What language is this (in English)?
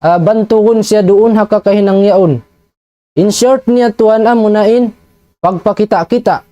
Tausug